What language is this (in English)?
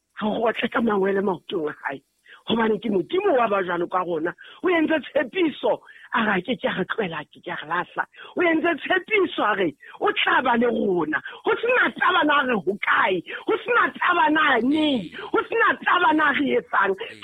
Southern Sotho